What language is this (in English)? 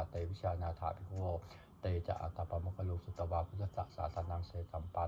Pali